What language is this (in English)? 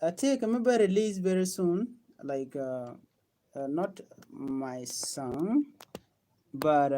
Nuer